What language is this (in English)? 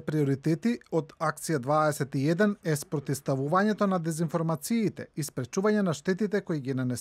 Macedonian